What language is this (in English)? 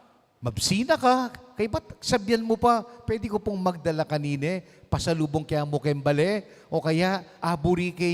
Pampanga